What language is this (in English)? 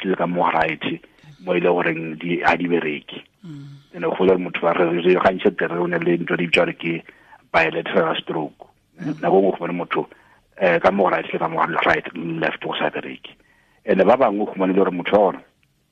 Tswana